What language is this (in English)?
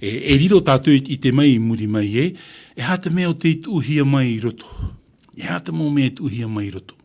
Tahitian